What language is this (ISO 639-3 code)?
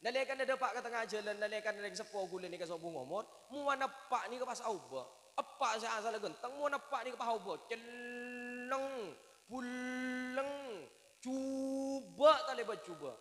mad